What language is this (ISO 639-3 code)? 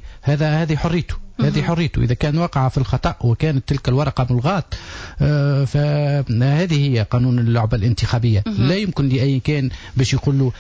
aeb